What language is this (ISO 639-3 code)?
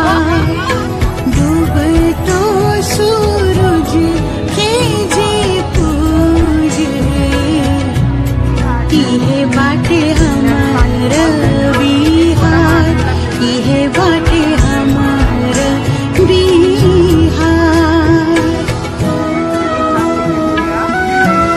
bho